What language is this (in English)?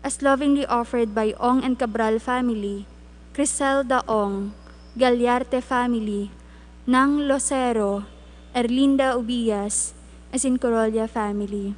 Bikol